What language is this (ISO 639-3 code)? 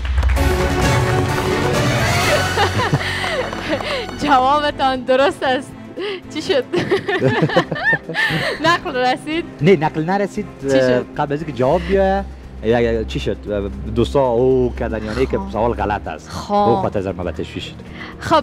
fas